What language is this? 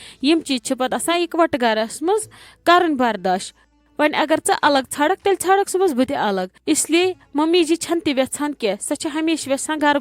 Kashmiri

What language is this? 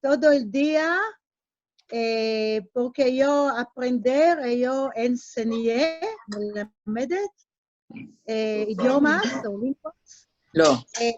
Ladino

